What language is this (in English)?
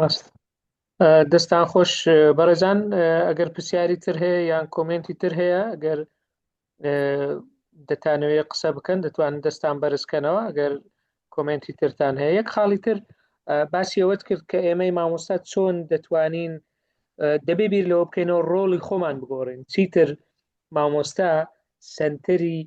Central Kurdish